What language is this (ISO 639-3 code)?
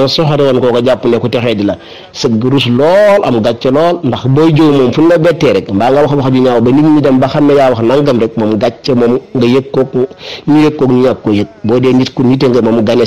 wol